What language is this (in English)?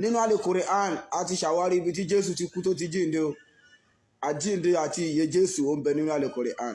Yoruba